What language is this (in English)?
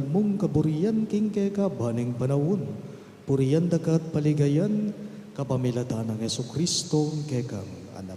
Pampanga